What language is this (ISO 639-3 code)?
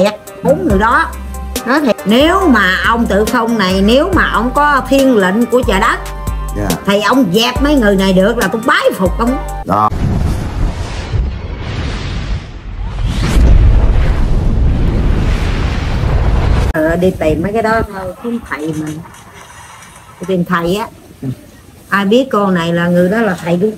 vie